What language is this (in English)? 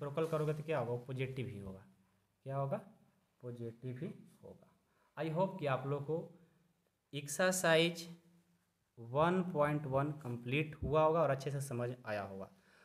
Hindi